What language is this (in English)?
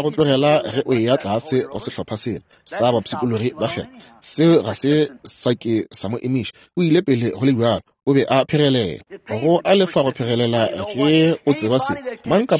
Northern Sotho